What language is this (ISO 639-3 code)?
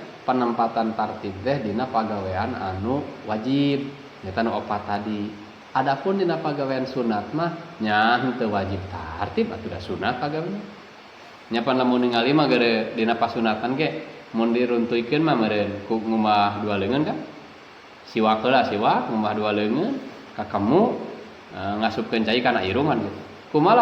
sun